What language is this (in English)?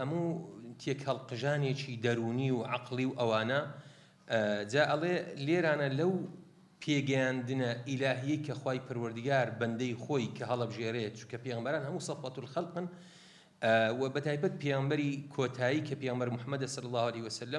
Central Kurdish